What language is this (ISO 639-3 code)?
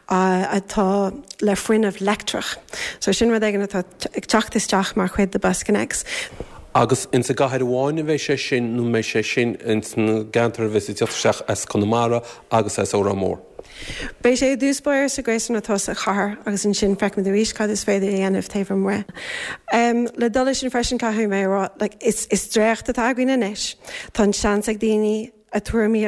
gle